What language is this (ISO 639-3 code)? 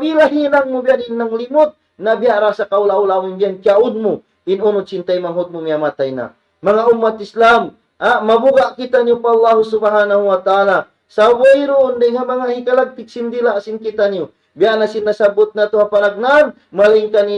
tsg